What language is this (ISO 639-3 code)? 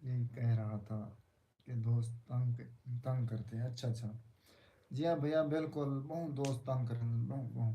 skr